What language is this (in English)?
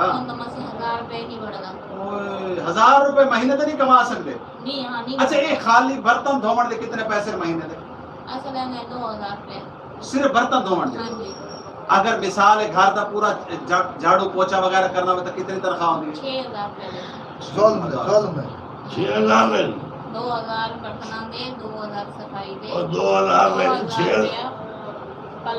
Saraiki